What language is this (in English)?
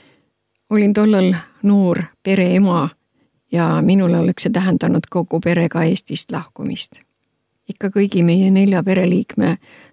Estonian